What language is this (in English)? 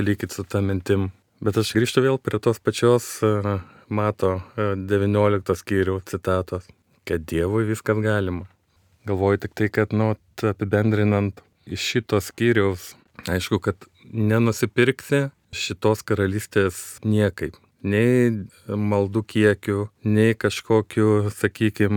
Lithuanian